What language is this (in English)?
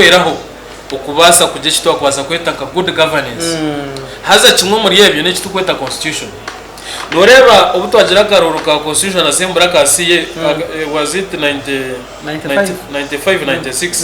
Nyankole